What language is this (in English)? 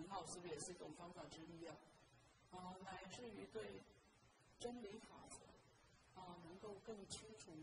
Chinese